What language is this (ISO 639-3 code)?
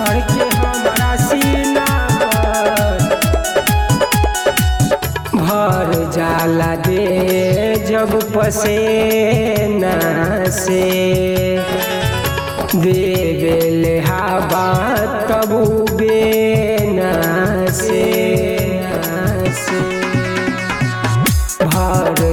bho